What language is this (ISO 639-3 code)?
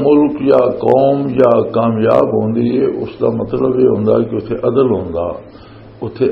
lah